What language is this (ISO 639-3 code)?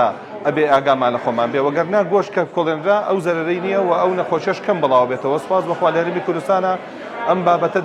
ckb